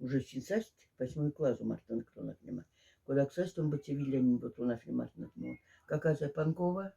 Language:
Moksha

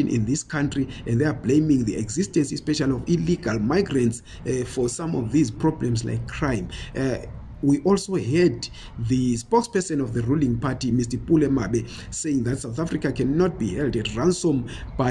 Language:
English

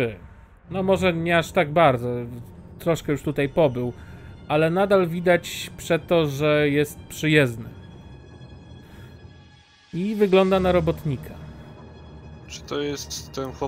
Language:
Polish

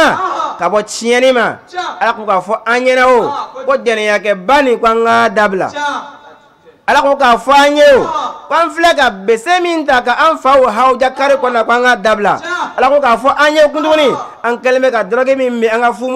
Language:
Bambara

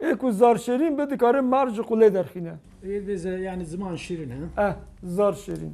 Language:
Kurdish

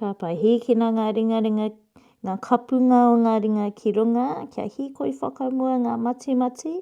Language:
Māori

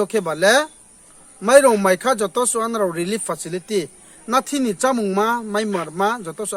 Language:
Riang (India)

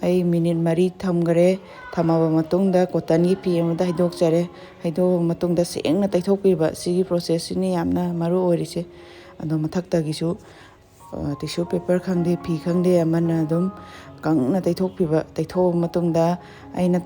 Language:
Manipuri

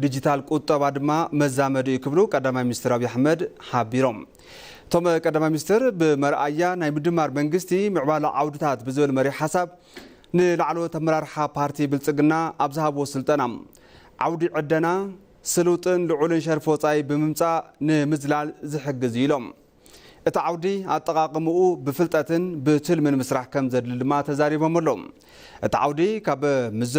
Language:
Tigrinya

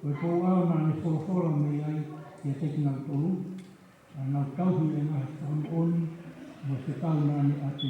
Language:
Tongan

